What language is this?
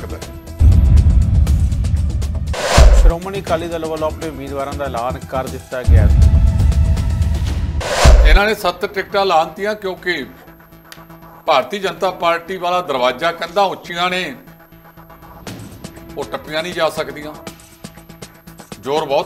Punjabi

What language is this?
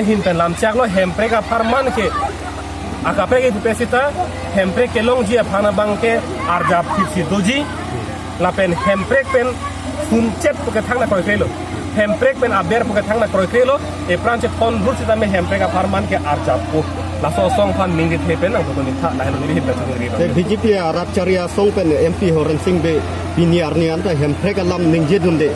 Karbi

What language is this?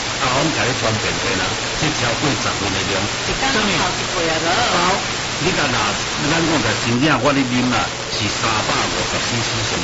Min Nan Chinese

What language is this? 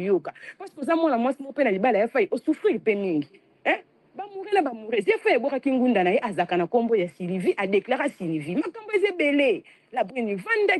Lingala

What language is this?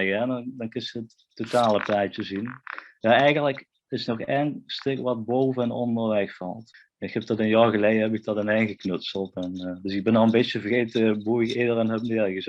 Limburgish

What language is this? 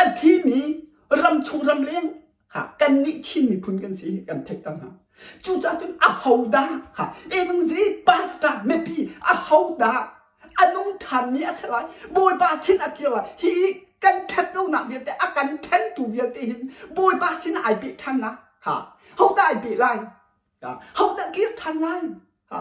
Hakha Chin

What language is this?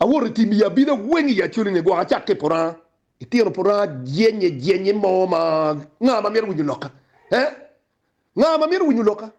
Acoli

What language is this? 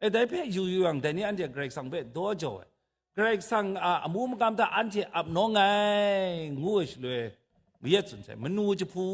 Kachin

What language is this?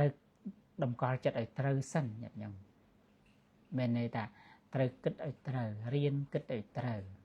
Khmer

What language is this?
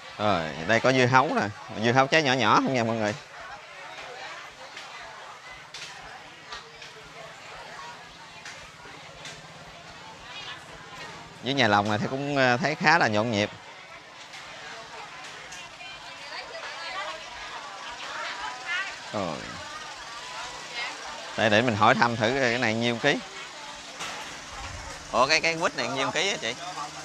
Vietnamese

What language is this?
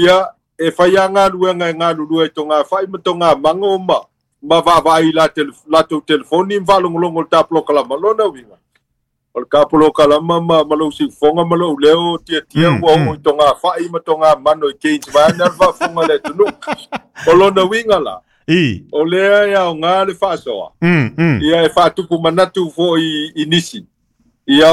Samoan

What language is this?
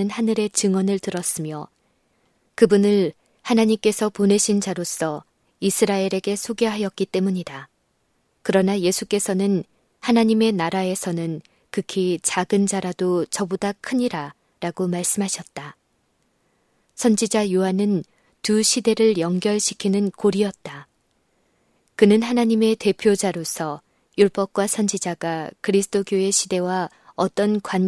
Korean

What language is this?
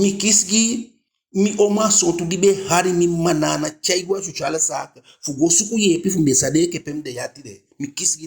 Eastern Maroon Creole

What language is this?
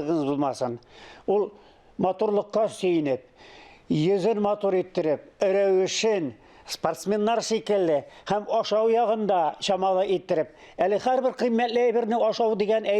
Tatar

